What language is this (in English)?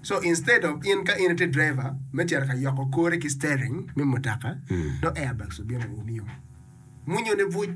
Acoli